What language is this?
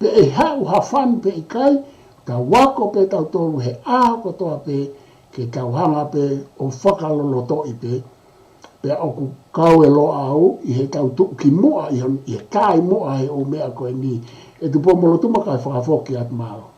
Tongan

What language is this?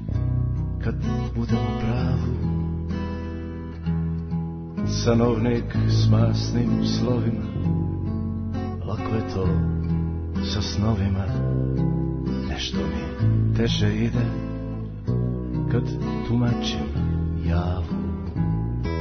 Serbian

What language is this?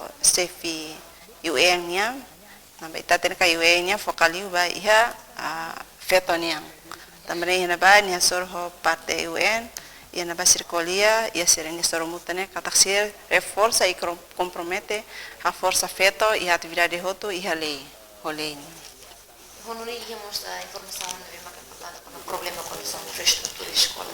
Tetum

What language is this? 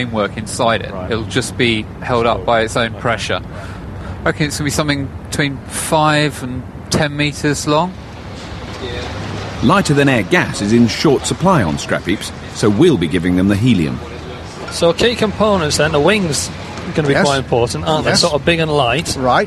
English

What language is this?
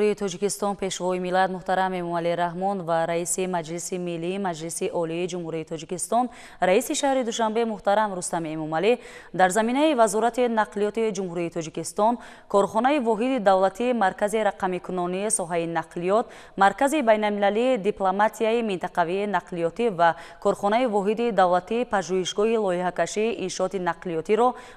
Tajik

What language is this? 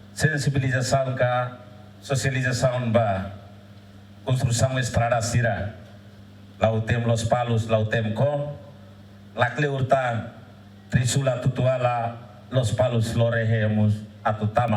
Tetum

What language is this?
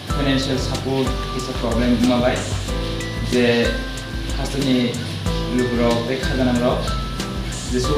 Kok Borok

